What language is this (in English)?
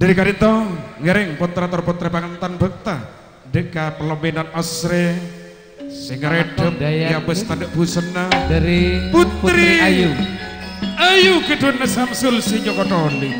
Madurese